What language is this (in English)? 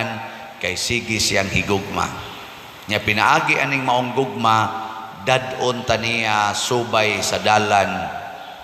Cebuano